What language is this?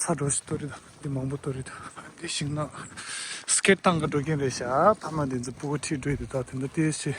Tibetan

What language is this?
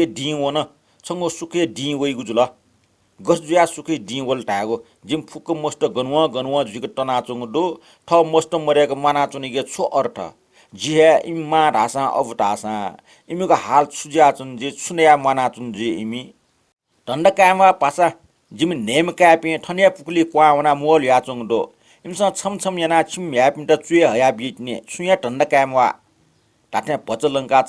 Newari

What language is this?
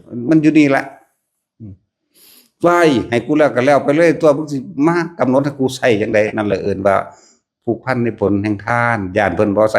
Northeastern Thai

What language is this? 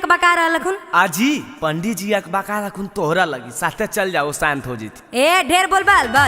Magahi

